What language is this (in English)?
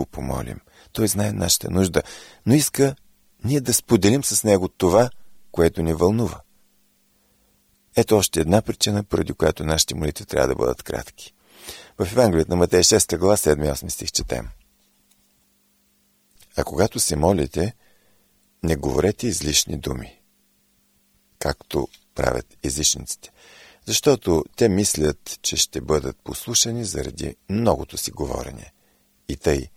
Bulgarian